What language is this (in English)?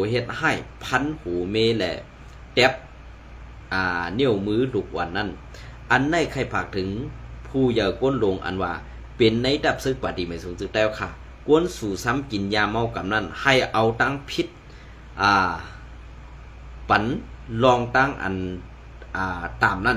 Shan